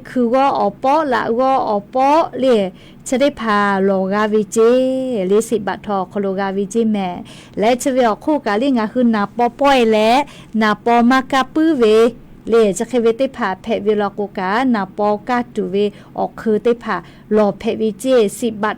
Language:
Lahu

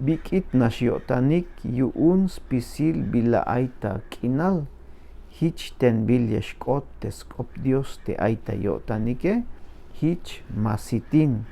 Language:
Tzeltal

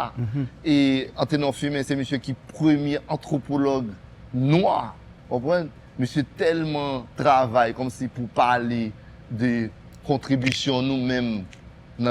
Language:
Haitian Creole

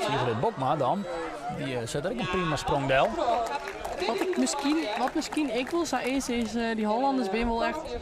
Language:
Western Frisian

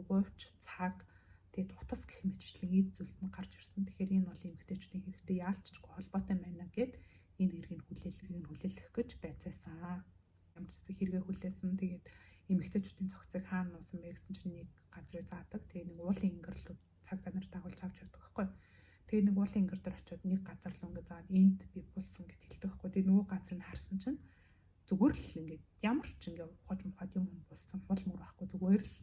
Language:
Mongolian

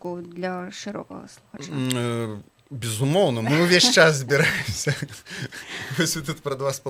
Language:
Belarusian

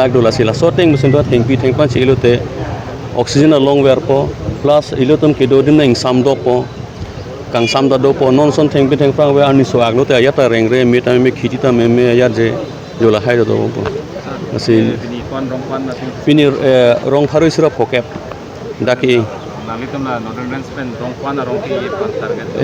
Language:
Karbi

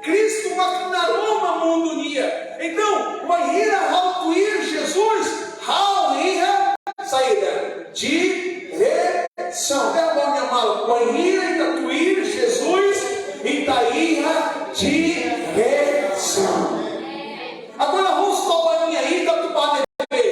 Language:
Tetum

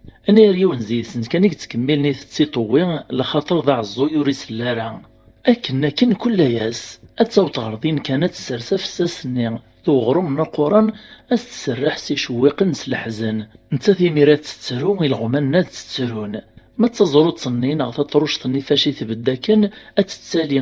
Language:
Kabyle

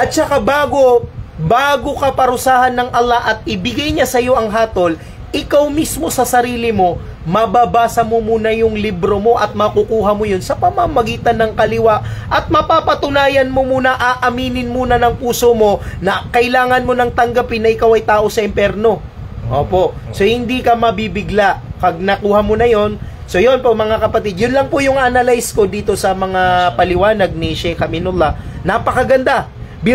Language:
Maranao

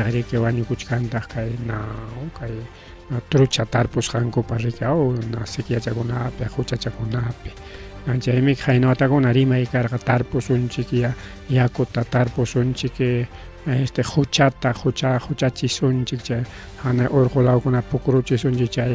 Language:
Ayacucho Quechua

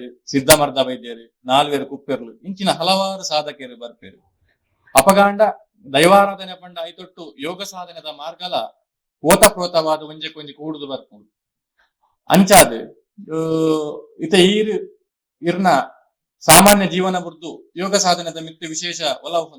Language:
Tulu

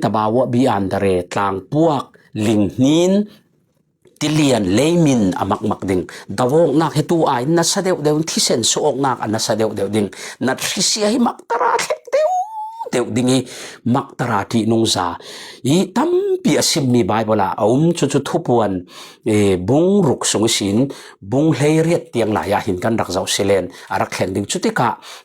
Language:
Falam Chin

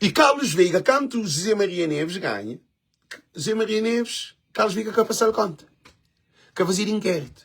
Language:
Kabuverdianu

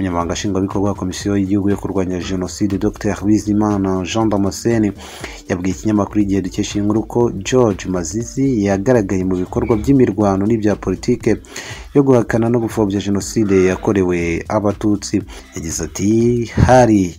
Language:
Kinyarwanda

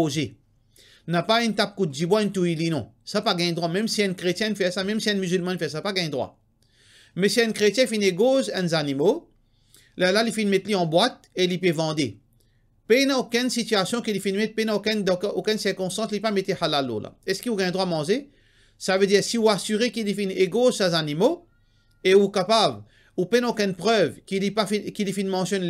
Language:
Morisyen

